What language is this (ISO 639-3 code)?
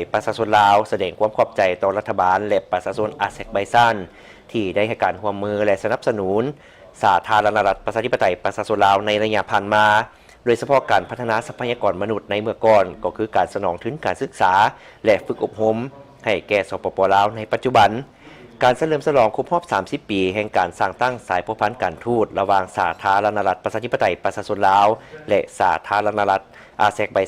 lao